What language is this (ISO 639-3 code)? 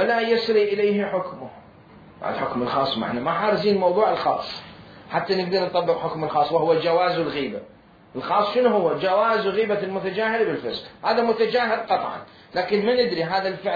acm